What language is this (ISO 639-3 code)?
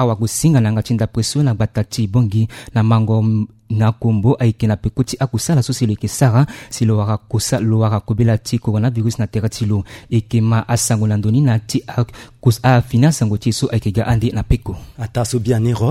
sag